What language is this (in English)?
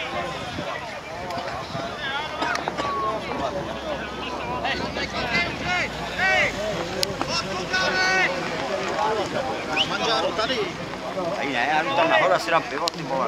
Czech